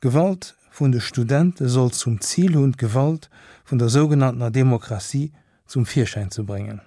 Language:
Luxembourgish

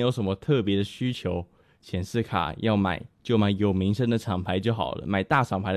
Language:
Chinese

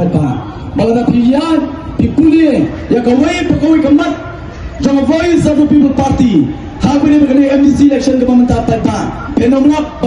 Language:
Khasi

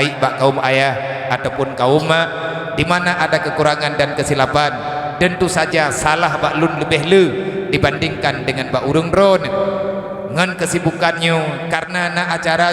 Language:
Achinese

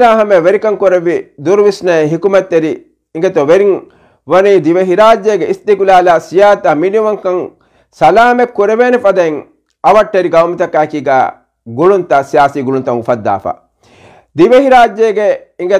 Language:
Divehi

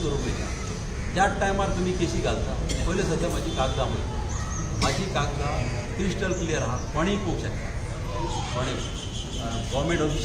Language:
Konkani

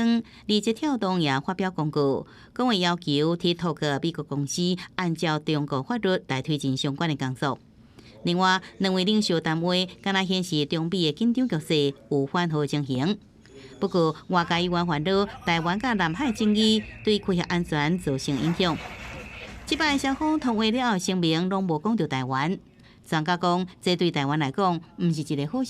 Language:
Min Nan Chinese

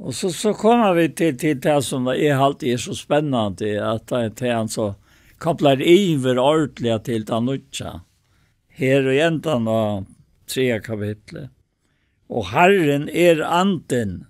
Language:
Faroese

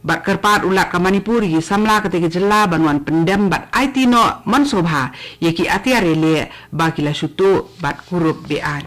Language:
Khasi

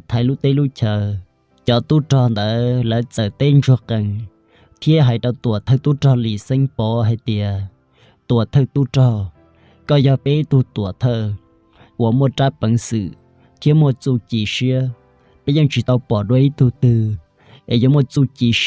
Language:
Hmong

